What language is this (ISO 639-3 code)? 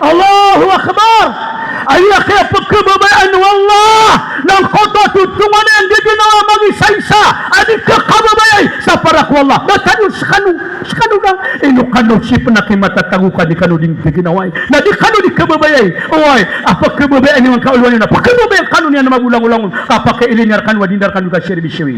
mrw